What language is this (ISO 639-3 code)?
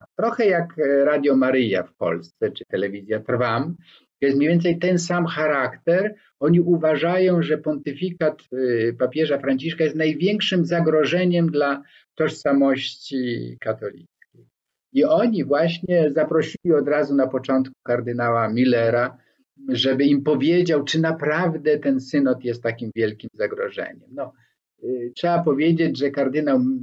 pol